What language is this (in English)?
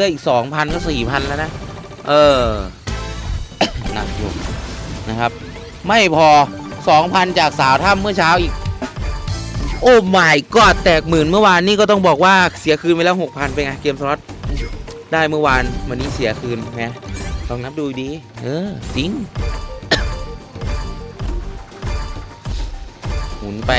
Thai